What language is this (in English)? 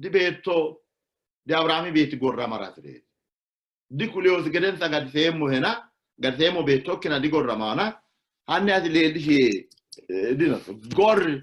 Sidamo